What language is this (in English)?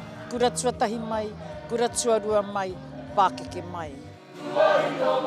Māori